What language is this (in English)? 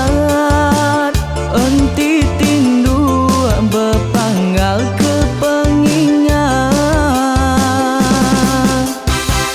Iban